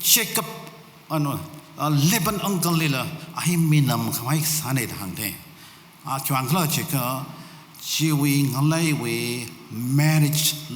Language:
Tangkhul Naga (India)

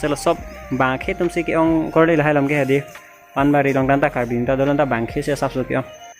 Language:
Karbi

